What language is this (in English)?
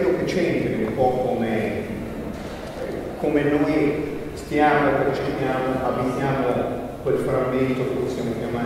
Italian